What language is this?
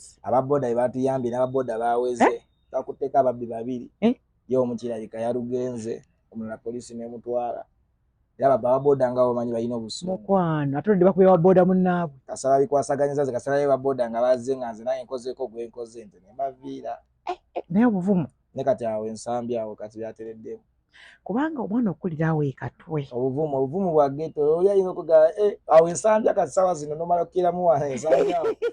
Ganda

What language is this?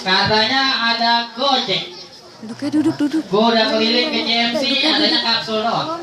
Betawi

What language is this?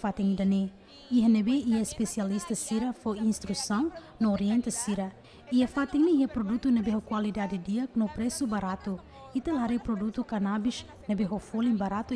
Tetum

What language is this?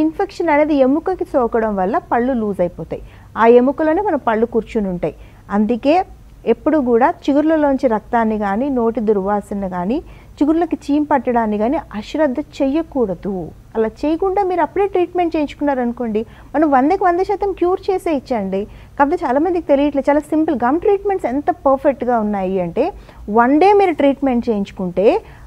Telugu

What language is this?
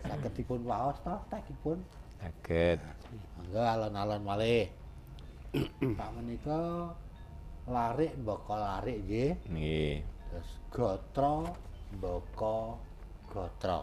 Javanese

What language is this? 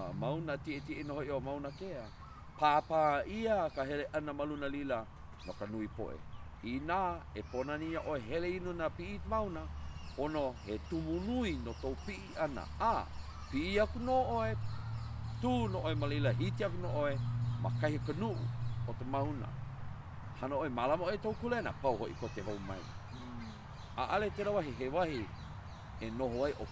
Hawaiian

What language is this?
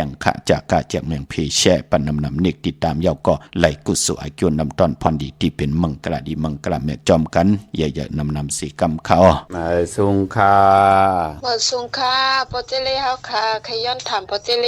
Shan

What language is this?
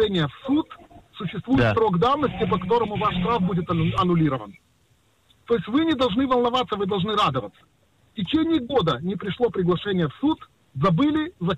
Russian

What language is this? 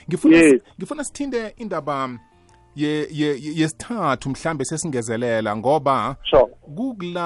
South Ndebele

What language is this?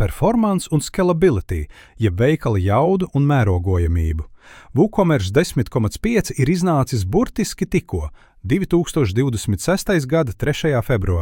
Latvian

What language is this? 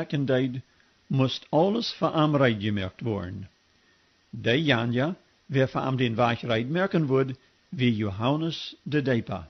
Plautdietsch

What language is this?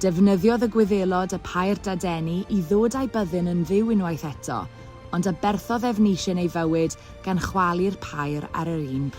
Welsh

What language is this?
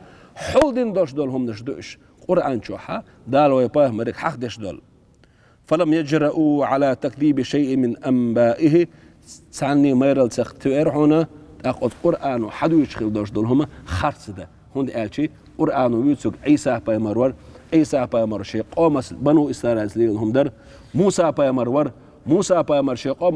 Chechen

